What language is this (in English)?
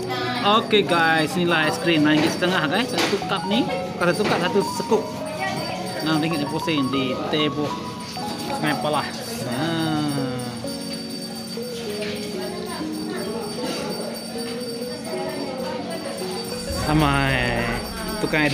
Malay